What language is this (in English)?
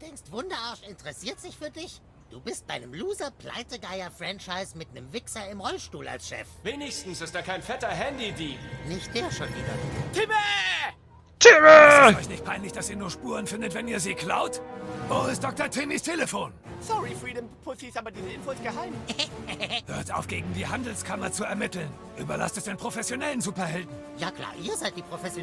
Swiss German